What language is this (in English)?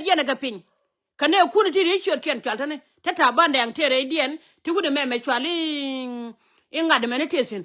Nuer